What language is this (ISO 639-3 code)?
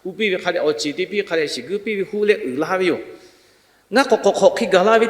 lhu